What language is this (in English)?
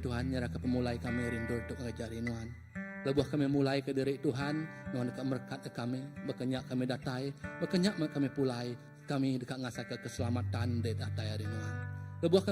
Iban